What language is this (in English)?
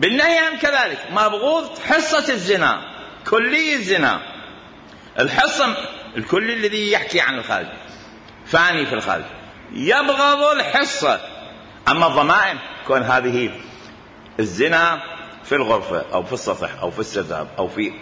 Mesopotamian Arabic